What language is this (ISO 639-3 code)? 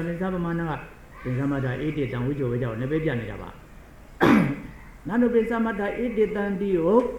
mya